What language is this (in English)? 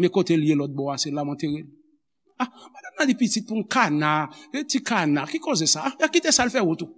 Haitian Creole